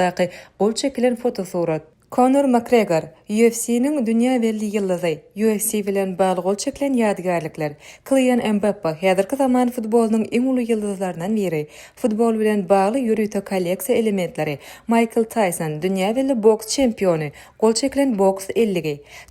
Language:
Turkmen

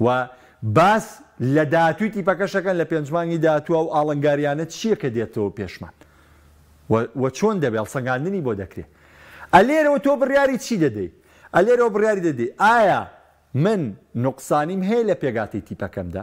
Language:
Central Kurdish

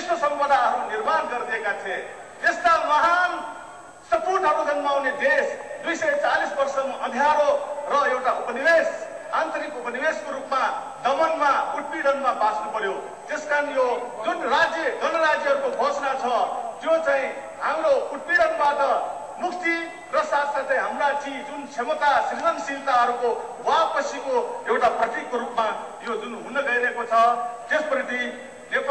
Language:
Nepali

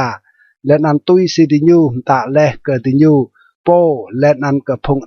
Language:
Rade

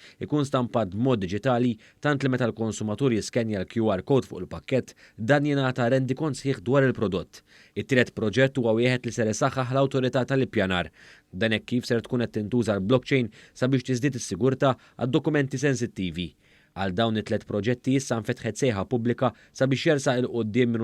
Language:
Maltese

